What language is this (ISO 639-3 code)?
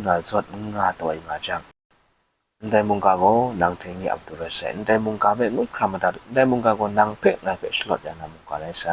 kac